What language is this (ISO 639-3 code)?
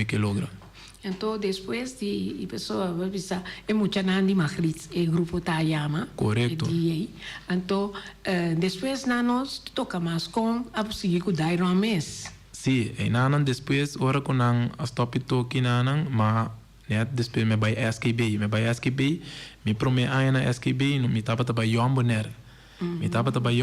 pap